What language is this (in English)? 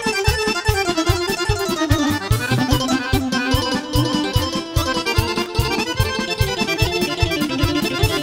Serbian